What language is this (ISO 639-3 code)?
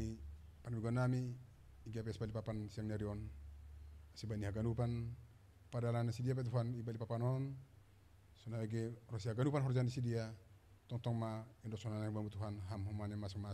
bts